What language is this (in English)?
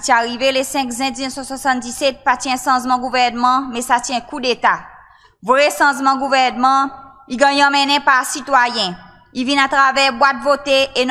Seselwa Creole French